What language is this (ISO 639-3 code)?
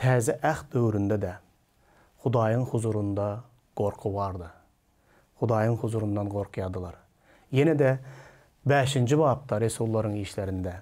tuk